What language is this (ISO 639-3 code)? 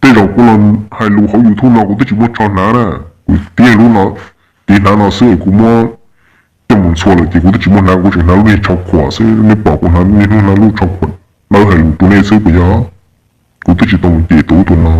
hmn